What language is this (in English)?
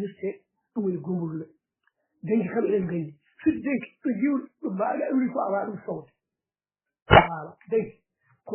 Fula